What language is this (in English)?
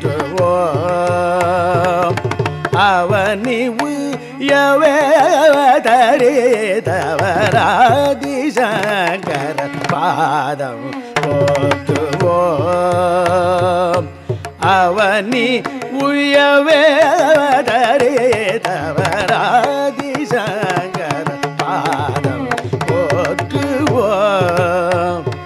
Tamil